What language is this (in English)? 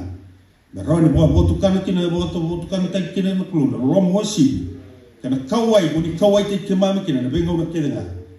Fijian